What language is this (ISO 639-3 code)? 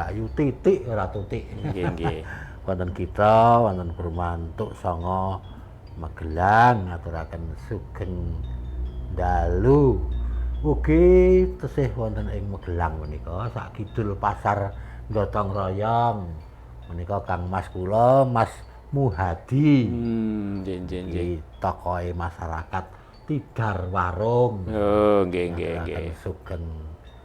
jav